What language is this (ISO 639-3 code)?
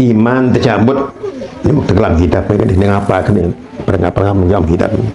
sas